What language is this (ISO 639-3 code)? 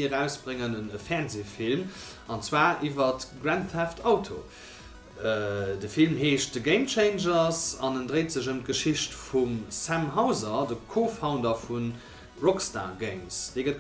ltz